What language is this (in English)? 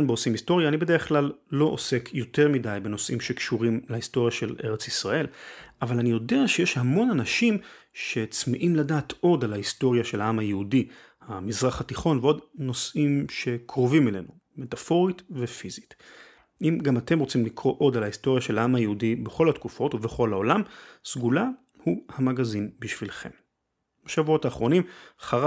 Hebrew